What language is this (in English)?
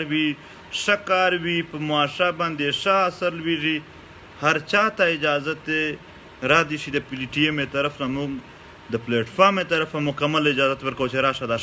Pashto